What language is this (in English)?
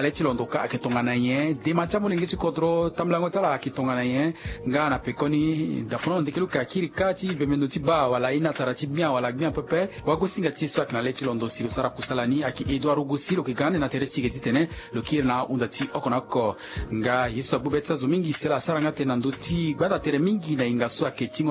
Sango